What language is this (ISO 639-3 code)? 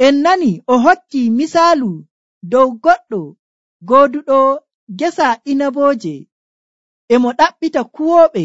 fuv